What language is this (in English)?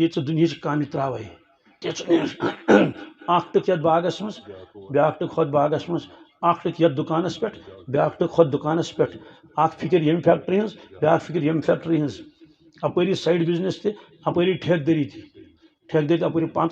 Kashmiri